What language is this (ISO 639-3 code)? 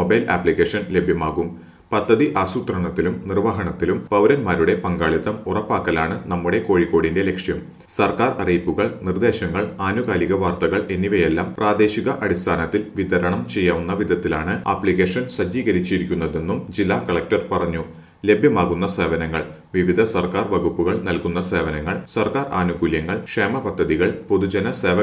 mal